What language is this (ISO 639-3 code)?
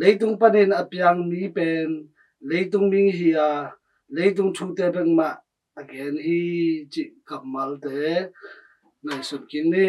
ctd